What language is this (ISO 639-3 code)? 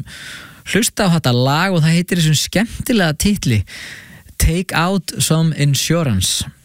isl